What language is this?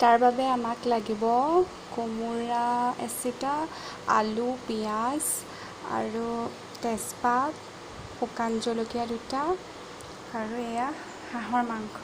Assamese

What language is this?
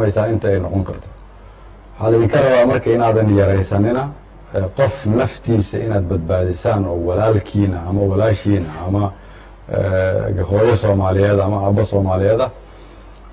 Somali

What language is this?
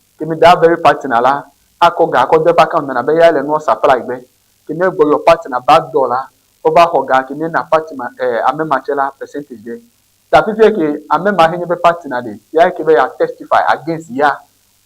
Ewe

